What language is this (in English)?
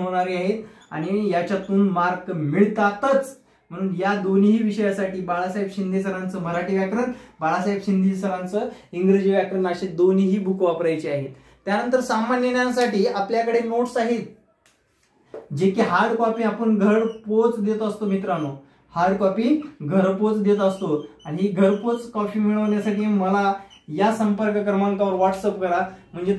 Marathi